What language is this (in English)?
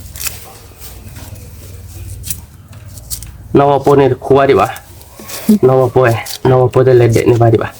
S'gaw Karen